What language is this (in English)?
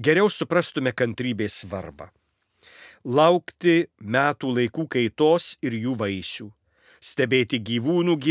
Lithuanian